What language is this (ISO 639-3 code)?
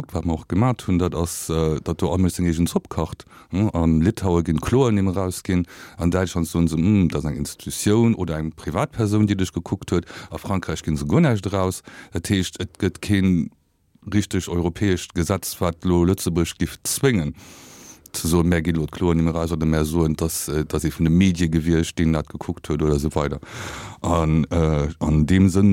ltz